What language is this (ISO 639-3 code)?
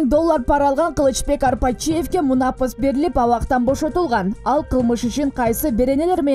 kir